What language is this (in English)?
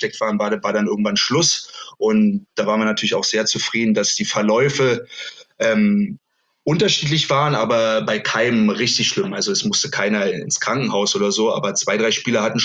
German